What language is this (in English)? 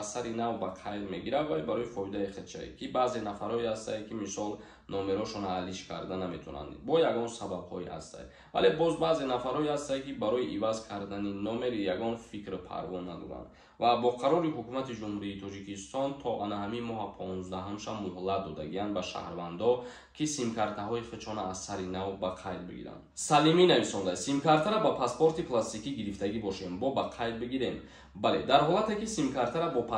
Tajik